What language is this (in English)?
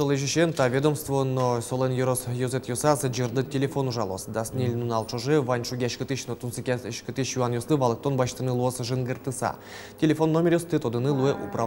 Udmurt